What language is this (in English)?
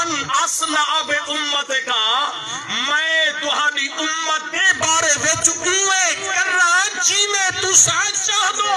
Saraiki